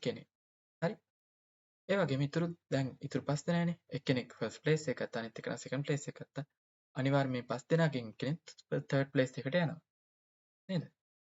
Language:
Sinhala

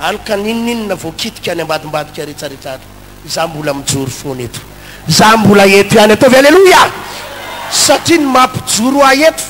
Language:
Malagasy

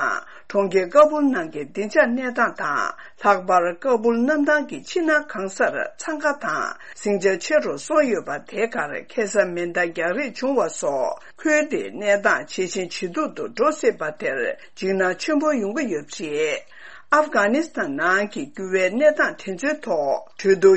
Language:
Tibetan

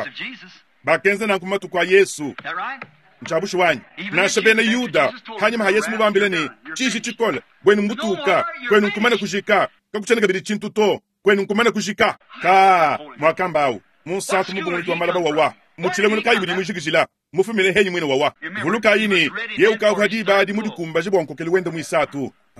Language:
Luba-Lulua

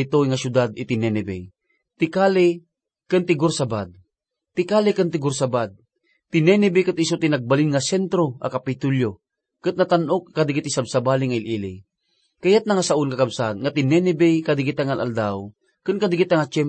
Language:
Iloko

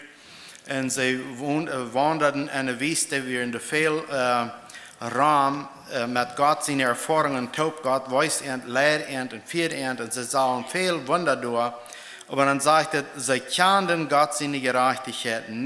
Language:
Plautdietsch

